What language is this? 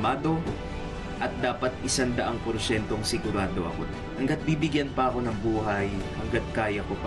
Filipino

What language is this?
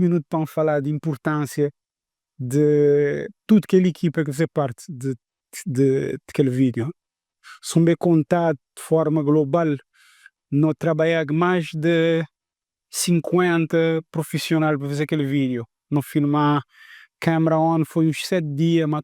Kabuverdianu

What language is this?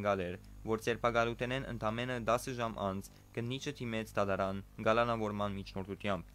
Western Armenian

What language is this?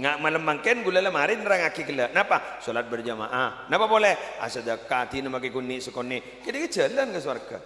Madurese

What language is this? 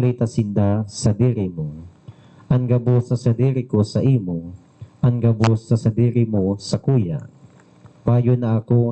Bikol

